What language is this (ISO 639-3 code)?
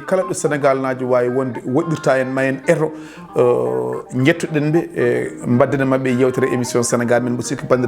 ful